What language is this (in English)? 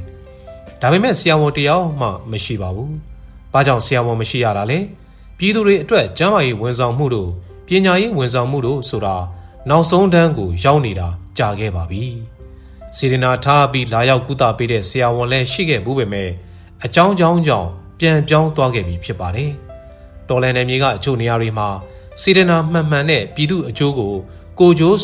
Burmese